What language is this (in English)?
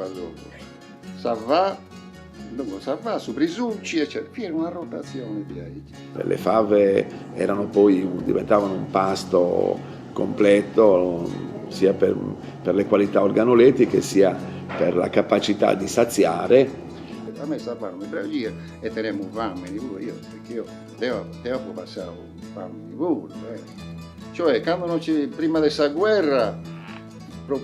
Sardinian